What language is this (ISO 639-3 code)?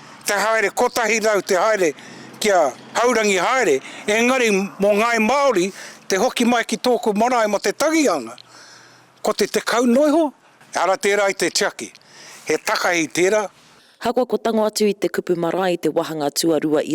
mri